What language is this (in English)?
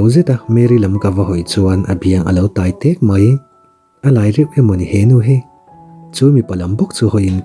Mizo